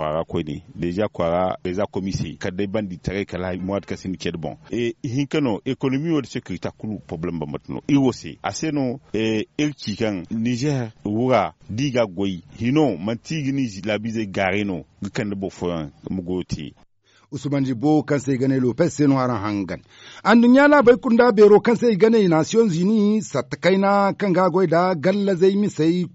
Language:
Zarma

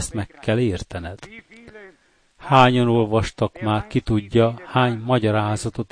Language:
Hungarian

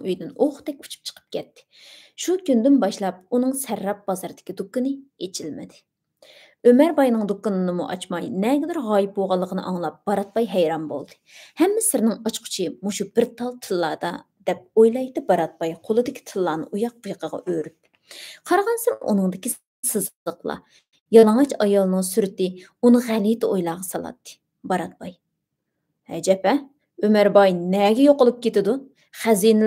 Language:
Uyghur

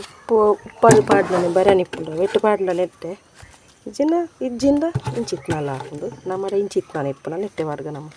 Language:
Tulu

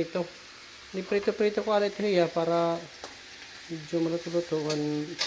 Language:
Waray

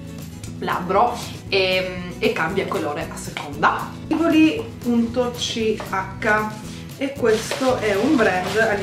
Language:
Italian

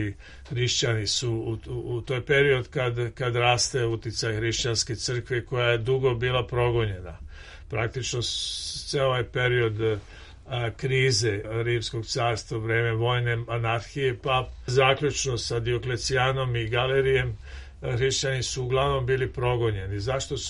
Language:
Serbian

